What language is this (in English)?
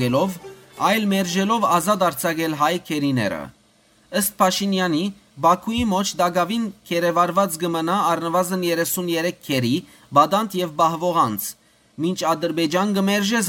Western Armenian